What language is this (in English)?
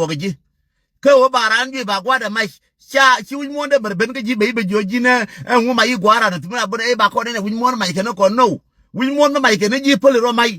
Nuer